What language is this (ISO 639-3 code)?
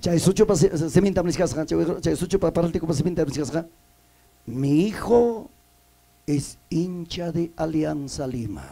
quy